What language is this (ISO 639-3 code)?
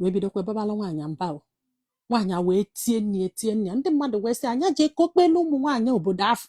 ibo